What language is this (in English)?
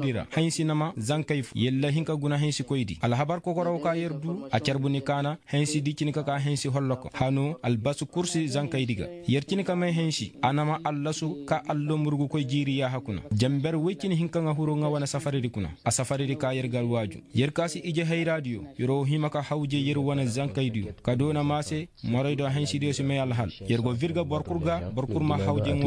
Koyraboro Senni